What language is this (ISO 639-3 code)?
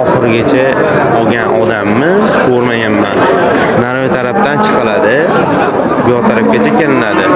uzb